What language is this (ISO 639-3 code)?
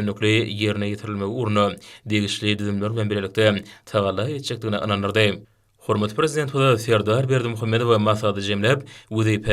tuk